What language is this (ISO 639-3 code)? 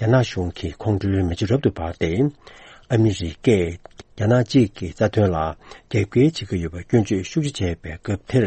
bod